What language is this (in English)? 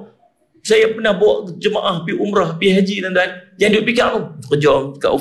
Malay